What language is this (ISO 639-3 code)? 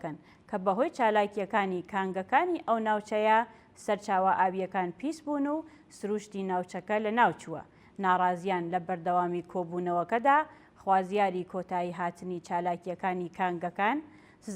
ckb